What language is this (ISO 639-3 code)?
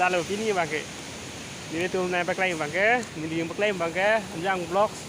mjw